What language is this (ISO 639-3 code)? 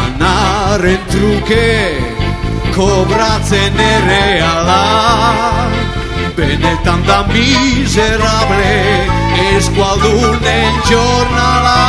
eus